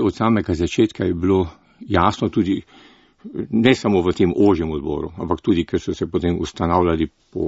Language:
Slovenian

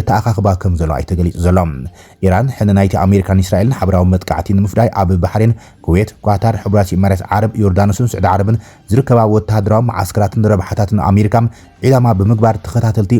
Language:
Tigrinya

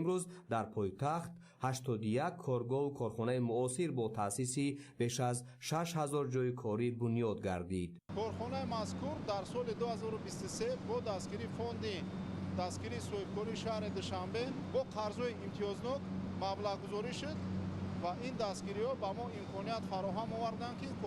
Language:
Tajik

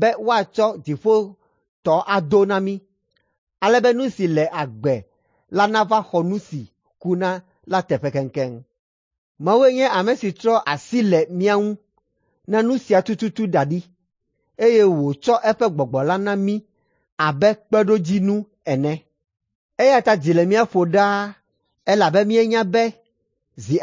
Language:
Ewe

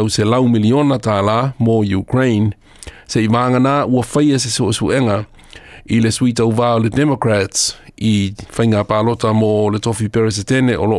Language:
Samoan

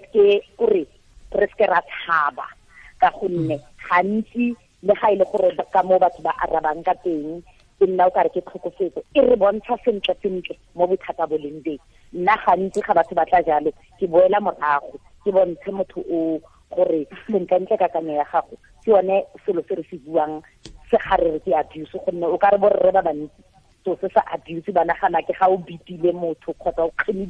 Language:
Tswana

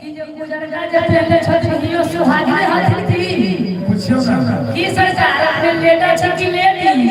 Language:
Maithili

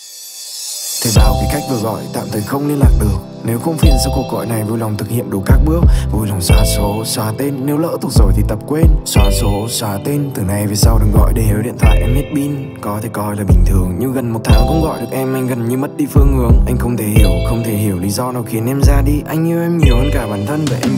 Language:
Vietnamese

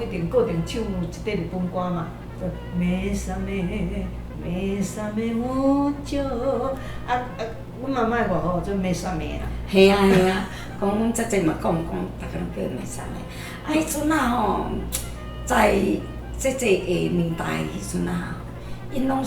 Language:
Min Nan Chinese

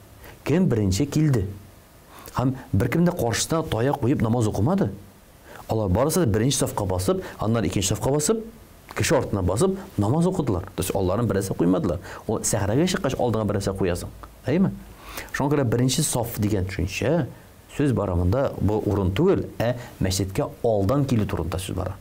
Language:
Tatar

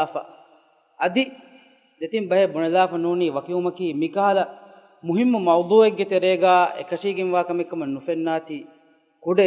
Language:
Divehi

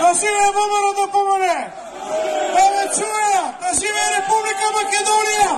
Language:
Macedonian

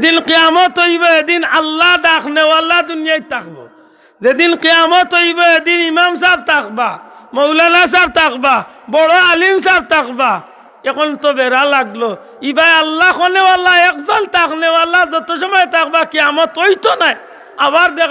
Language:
Sylheti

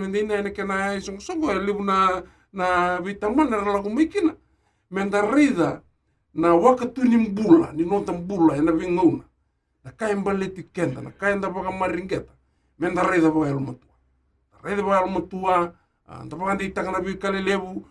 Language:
Fijian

